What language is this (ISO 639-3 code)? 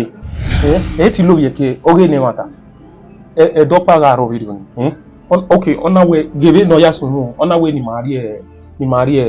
bin